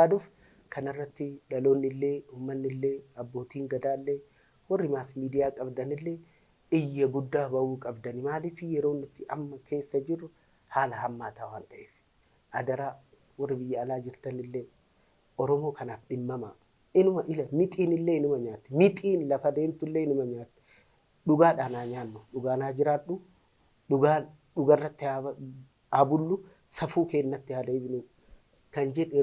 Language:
Oromo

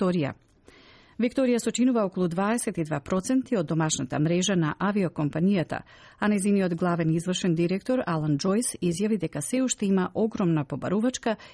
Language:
Macedonian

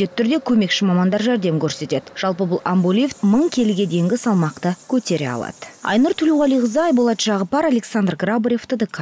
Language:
Kazakh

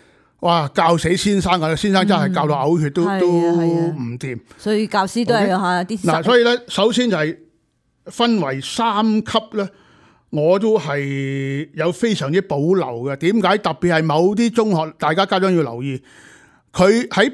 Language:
Cantonese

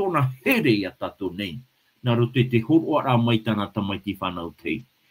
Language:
Tahitian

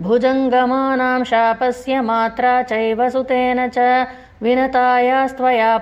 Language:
Sanskrit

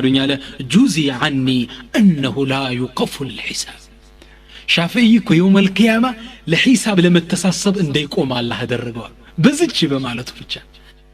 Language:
Amharic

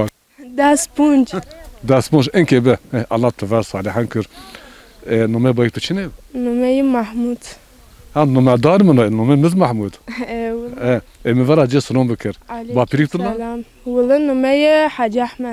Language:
Zaza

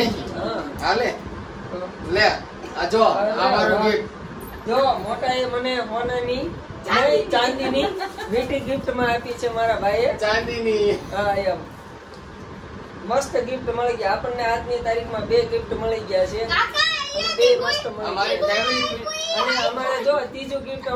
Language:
Gujarati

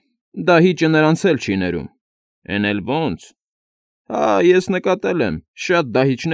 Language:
Armenian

